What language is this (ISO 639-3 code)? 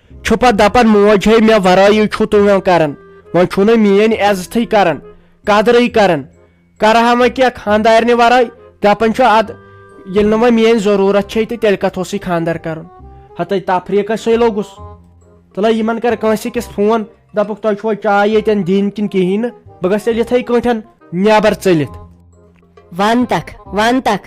kas